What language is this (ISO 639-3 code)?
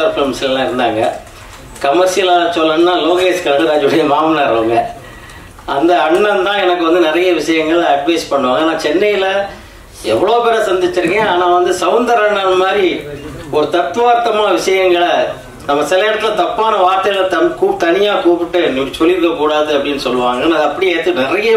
tam